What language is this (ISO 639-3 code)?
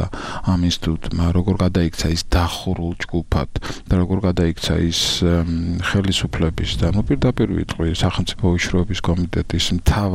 kat